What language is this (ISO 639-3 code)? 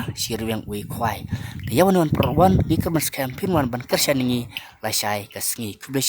kha